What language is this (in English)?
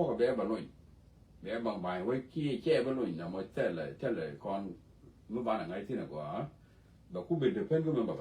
Nuer